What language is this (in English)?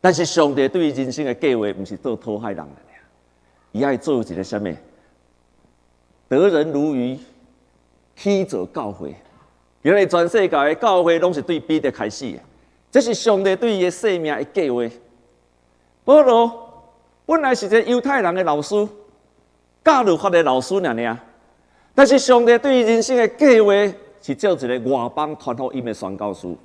Min Nan Chinese